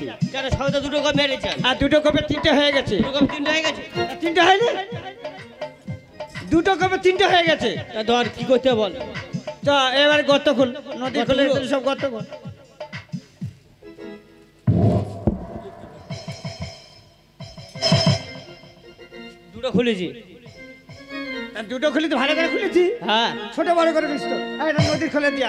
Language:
Bangla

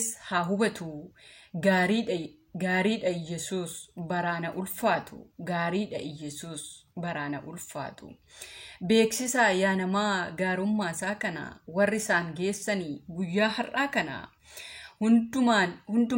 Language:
Oromo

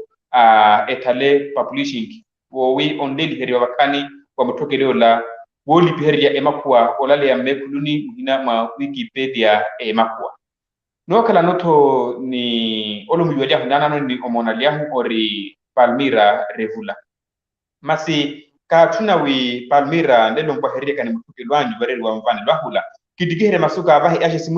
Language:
Makhuwa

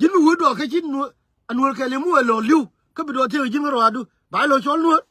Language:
Nuer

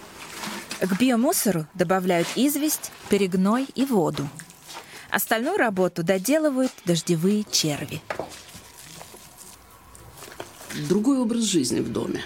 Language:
Russian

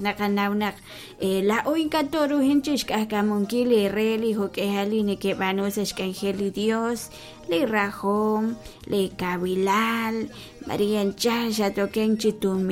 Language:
Kekchí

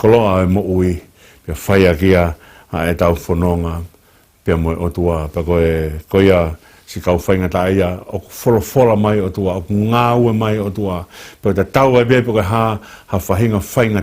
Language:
Tongan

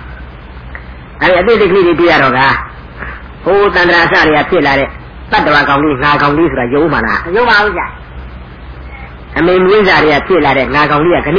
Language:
Burmese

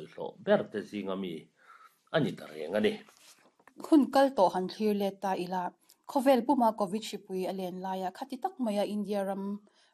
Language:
Mizo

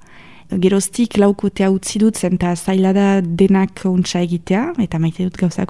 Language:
Basque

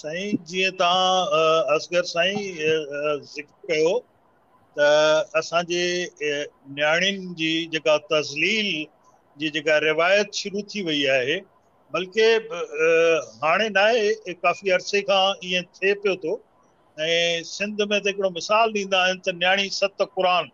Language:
Sindhi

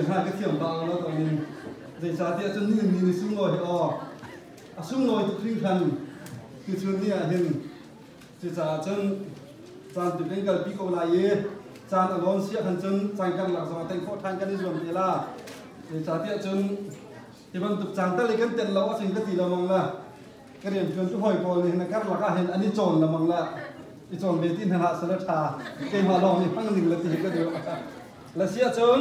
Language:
Hakha Chin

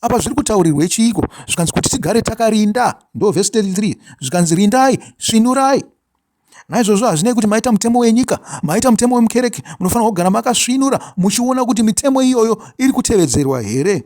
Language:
Shona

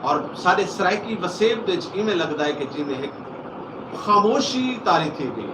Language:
Saraiki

